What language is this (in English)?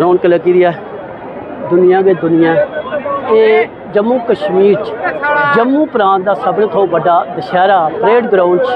Dogri